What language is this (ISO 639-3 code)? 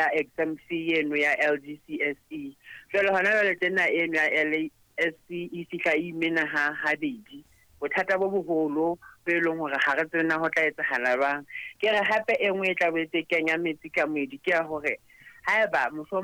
sot